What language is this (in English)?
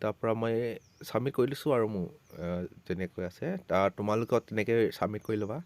Assamese